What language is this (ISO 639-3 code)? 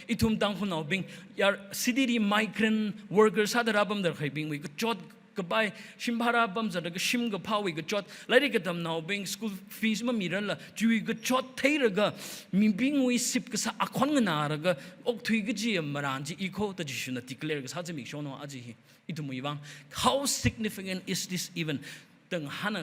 nmf